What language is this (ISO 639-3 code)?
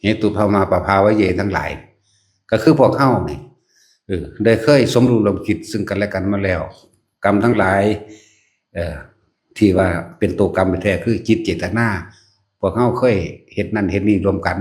tts